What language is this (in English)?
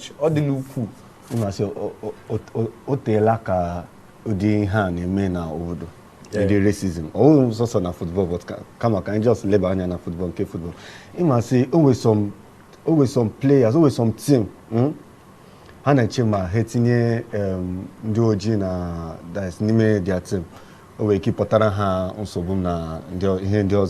Igbo